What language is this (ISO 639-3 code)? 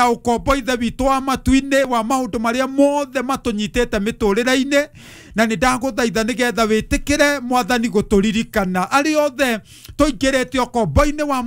kik